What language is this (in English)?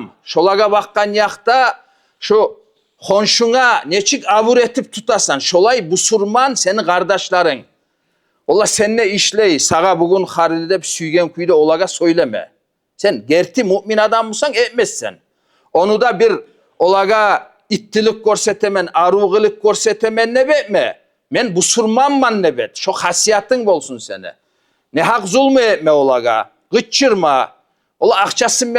Kumyk